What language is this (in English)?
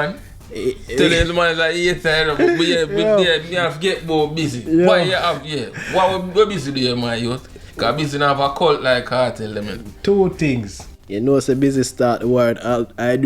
Jamaican Creole English